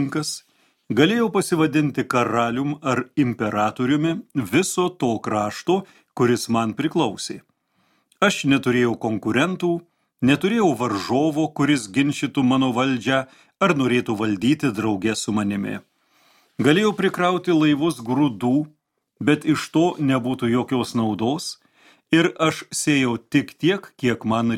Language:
Lithuanian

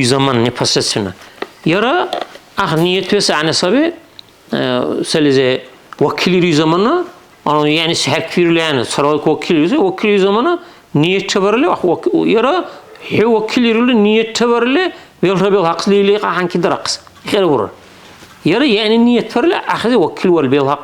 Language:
Dargwa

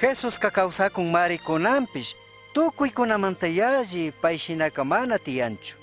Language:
Chimborazo Highland Quichua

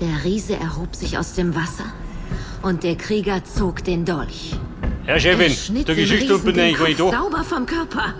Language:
Bavarian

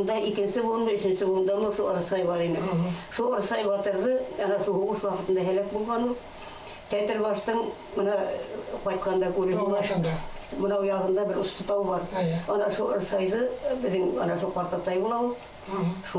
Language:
Bashkir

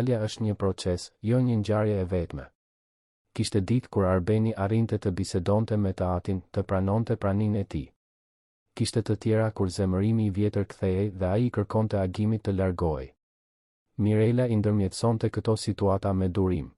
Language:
Albanian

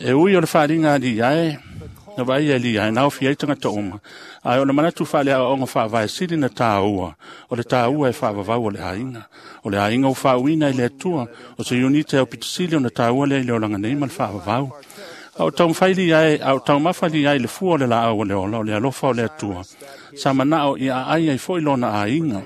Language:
Samoan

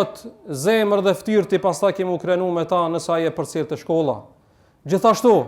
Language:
Albanian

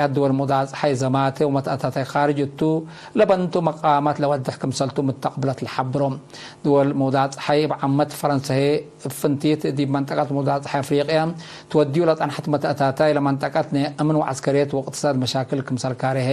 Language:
Tigre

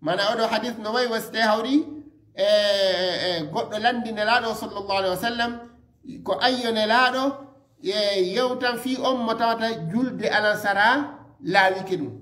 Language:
Fula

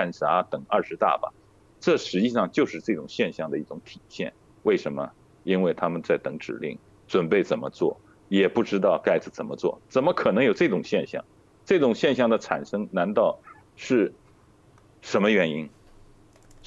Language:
Chinese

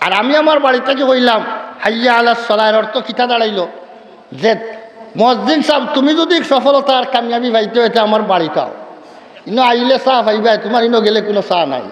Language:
Sylheti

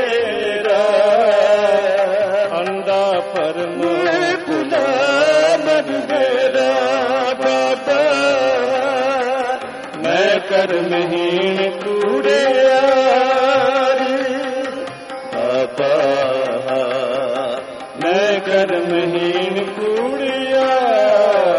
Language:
Punjabi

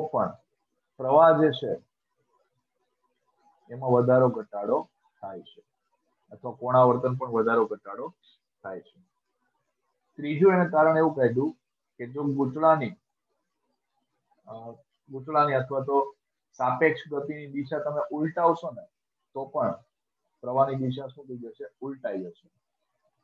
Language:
Gujarati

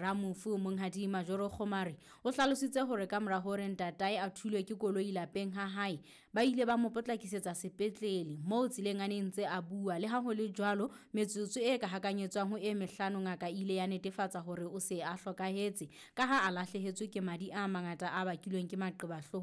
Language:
Southern Sotho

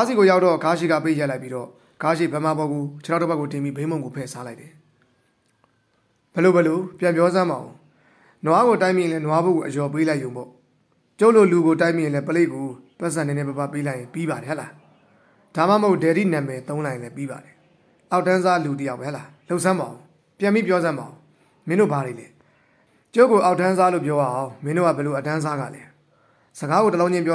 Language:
Burmese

